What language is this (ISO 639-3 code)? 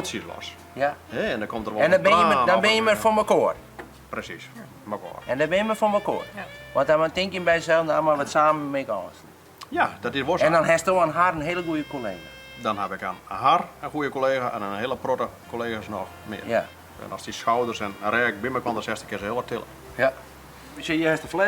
fry